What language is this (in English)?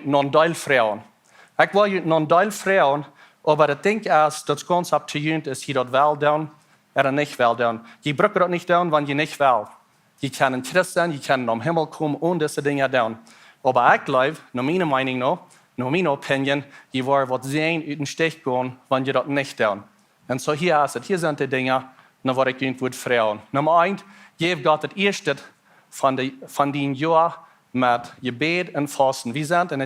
Plautdietsch